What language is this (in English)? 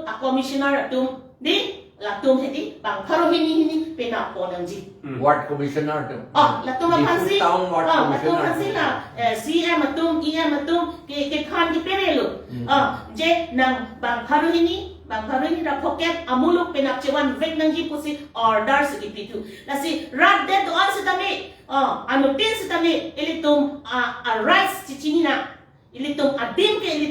Karbi